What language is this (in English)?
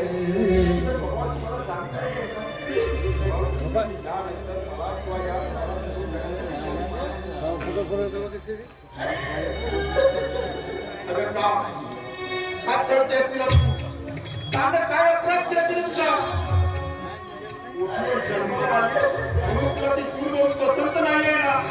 Marathi